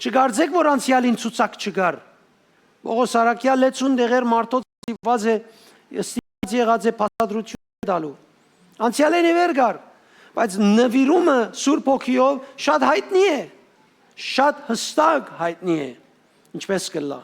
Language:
Western Armenian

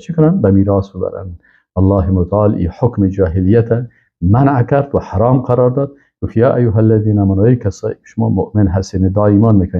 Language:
Persian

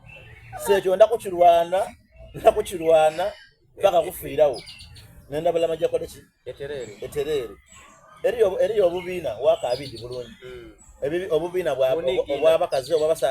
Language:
Soga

